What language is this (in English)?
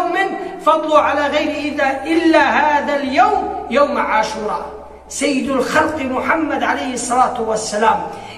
Kurdish